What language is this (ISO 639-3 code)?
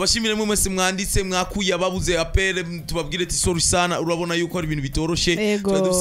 run